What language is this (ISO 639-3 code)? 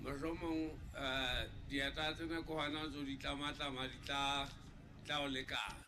sot